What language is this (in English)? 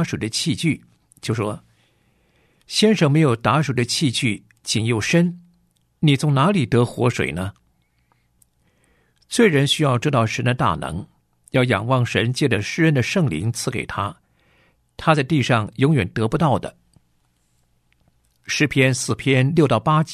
Chinese